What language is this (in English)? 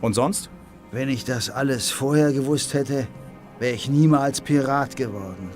Bavarian